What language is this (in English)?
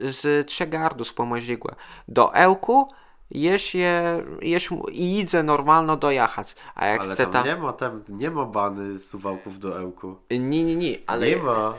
Kashubian